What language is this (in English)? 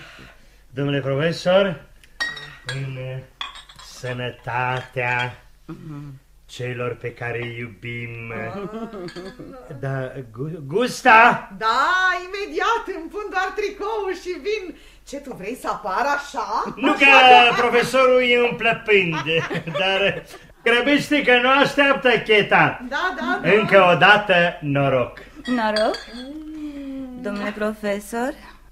Romanian